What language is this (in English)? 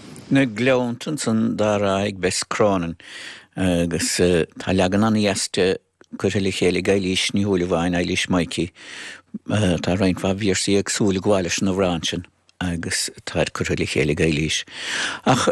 Irish